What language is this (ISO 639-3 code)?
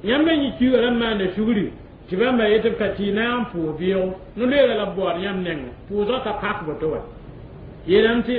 mos